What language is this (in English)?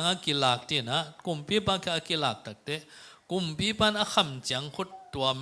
Tedim Chin